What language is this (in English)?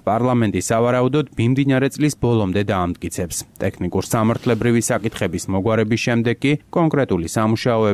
Georgian